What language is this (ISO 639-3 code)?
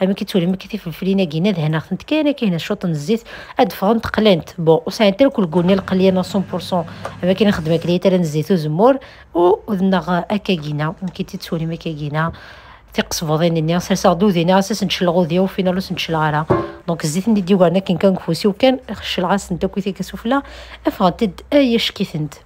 kab